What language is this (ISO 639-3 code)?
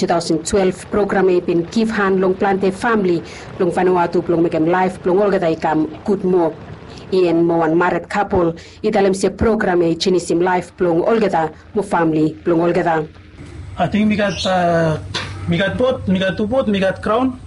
bis